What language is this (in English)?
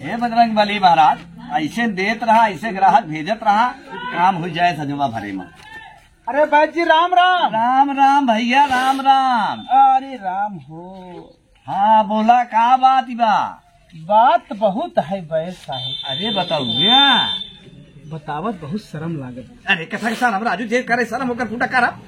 Awadhi